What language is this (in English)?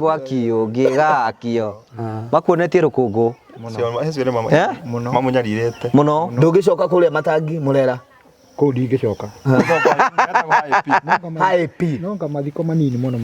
Kikuyu